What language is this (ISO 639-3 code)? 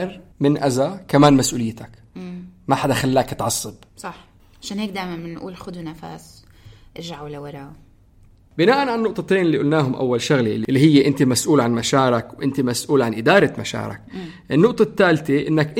apc